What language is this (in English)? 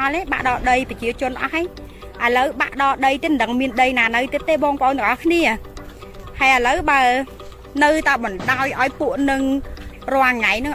Khmer